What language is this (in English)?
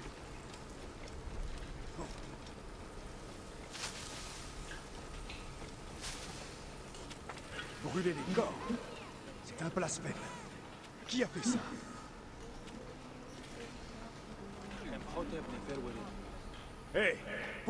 French